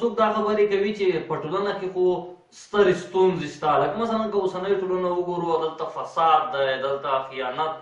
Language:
Pashto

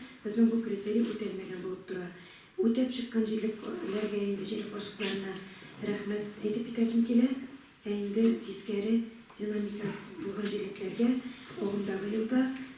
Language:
Tatar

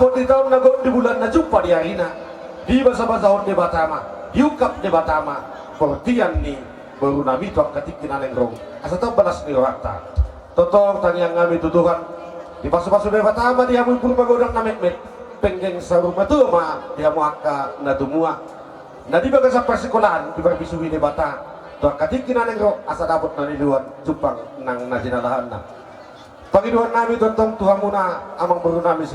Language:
Batak Toba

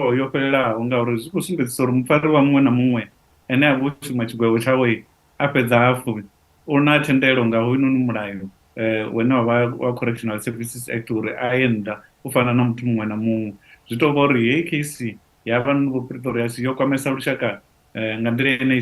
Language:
Venda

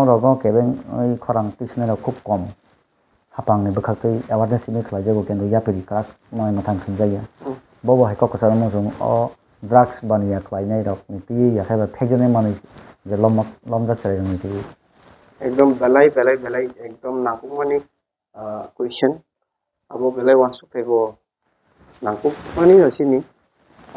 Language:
Kok Borok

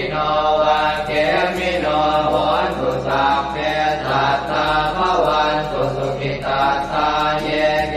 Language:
Pali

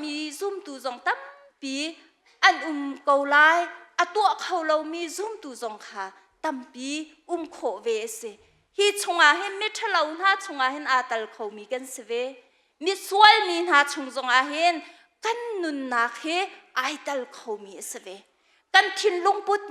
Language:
Hakha Chin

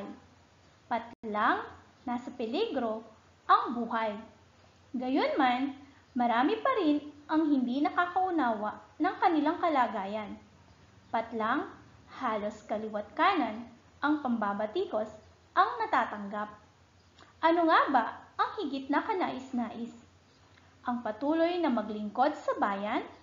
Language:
Filipino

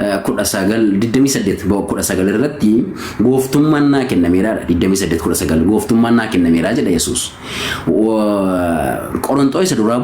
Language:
Oromo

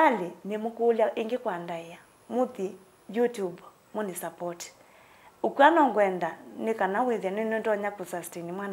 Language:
Kamba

